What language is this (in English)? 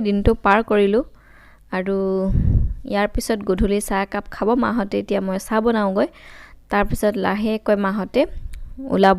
Assamese